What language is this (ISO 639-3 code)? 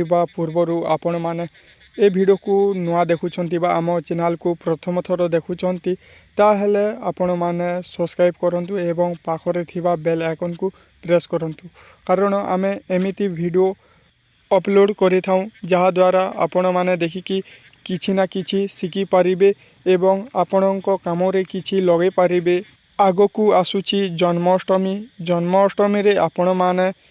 ori